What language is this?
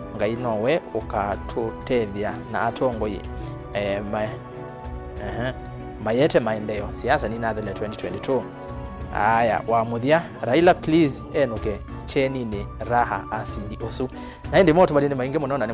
Kamba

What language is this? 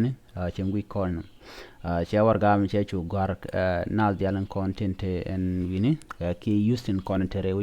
Nuer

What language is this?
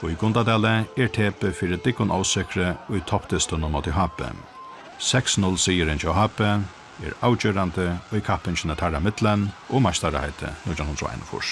Faroese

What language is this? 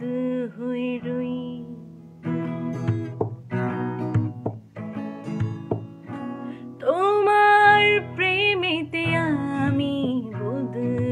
Bangla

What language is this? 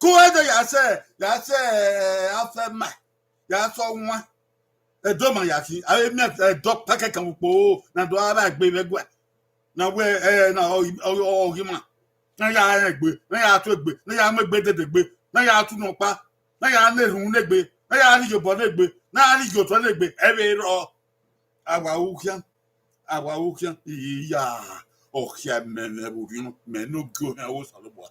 Bini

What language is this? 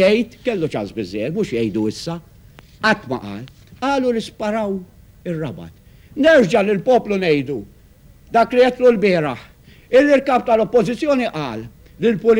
Maltese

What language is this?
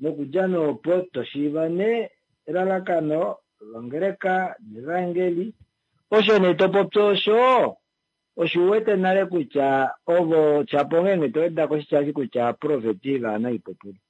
Kuanyama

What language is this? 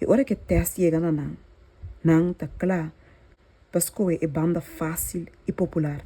Papiamento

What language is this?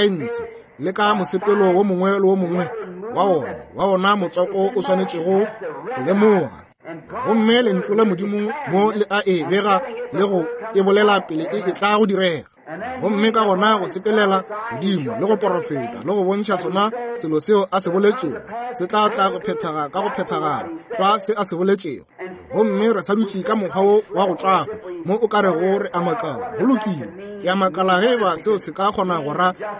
Northern Sotho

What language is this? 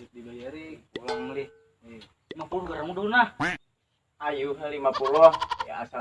Banjar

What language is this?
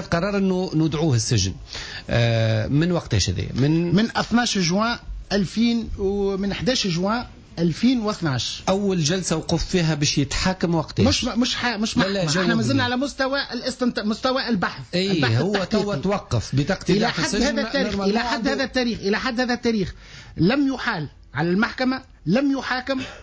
Tunisian Arabic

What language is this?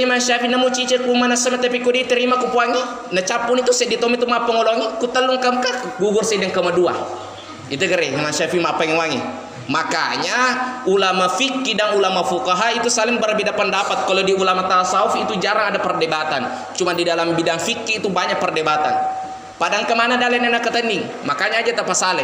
Buginese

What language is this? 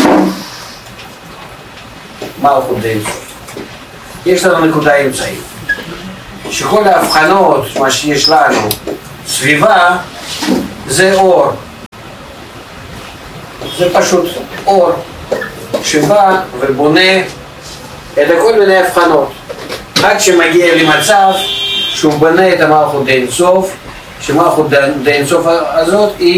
Hebrew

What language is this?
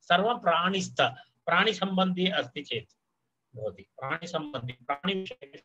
Sanskrit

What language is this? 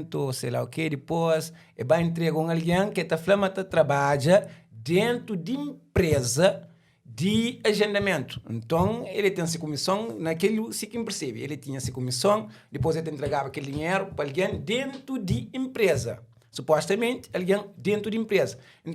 Kabuverdianu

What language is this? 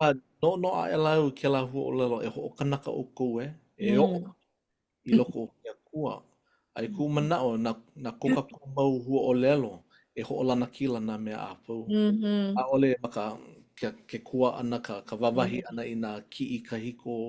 Hawaiian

